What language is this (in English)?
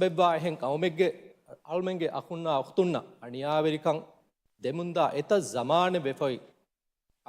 Divehi